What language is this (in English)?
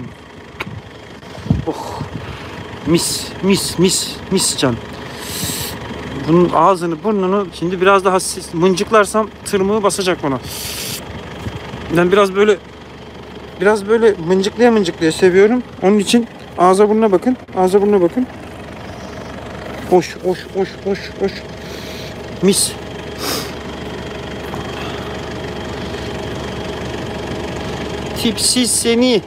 Turkish